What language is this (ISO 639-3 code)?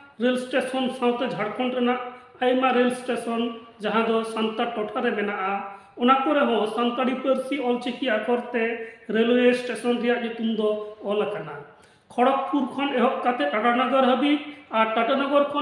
sat